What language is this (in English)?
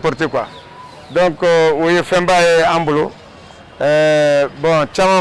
Bambara